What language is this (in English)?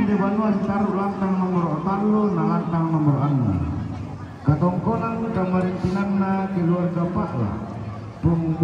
Toraja-Sa'dan